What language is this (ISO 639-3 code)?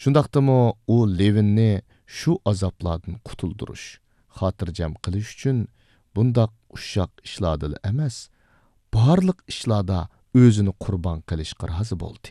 uig